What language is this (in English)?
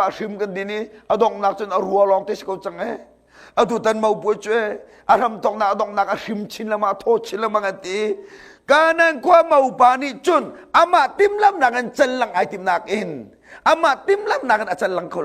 Hakha Chin